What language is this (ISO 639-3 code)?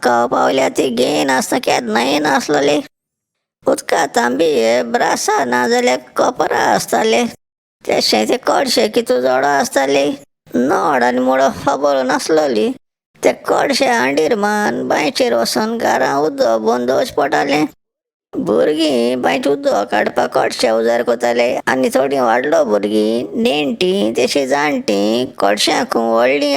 kok